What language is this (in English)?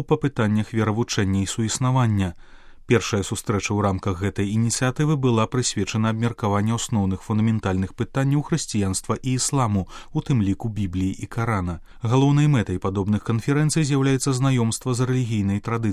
Belarusian